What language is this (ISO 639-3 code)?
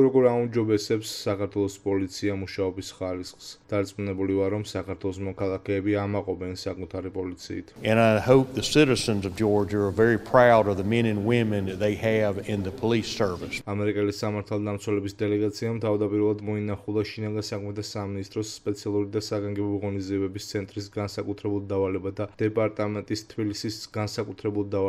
kat